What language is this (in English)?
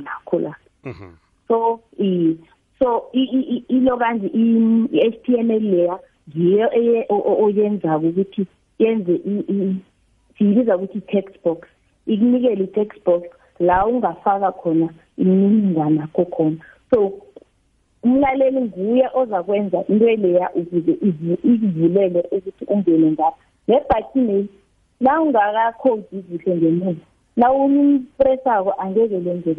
South Ndebele